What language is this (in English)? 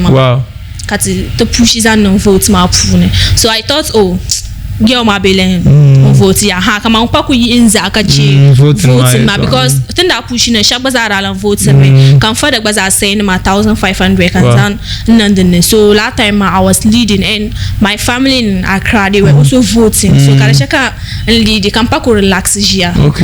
Dagbani